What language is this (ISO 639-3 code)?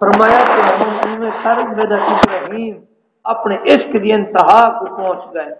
skr